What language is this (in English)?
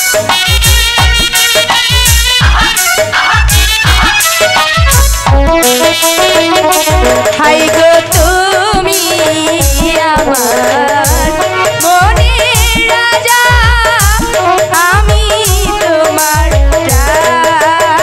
Bangla